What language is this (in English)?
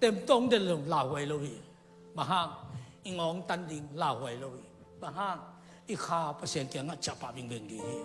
Tedim Chin